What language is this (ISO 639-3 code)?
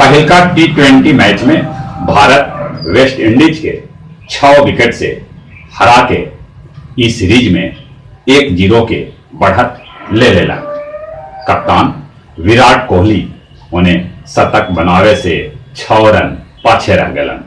mag